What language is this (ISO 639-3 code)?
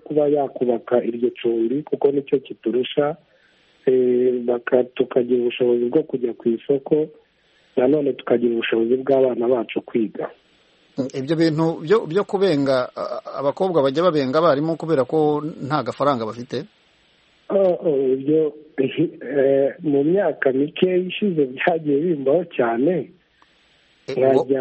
kin